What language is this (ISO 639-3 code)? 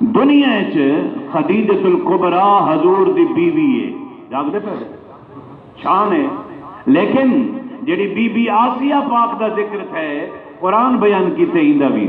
skr